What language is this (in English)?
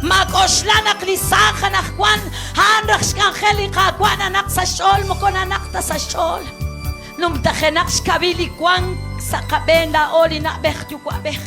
Kekchí